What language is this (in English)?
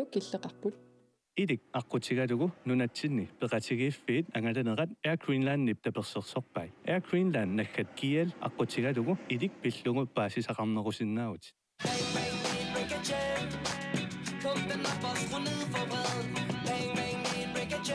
Kalaallisut